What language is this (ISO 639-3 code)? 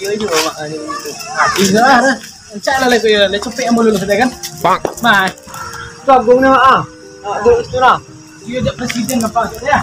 min